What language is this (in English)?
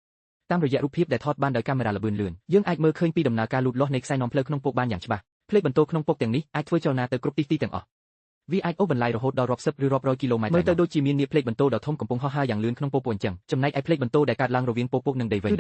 Khmer